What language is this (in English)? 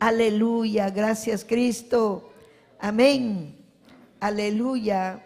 Ayacucho Quechua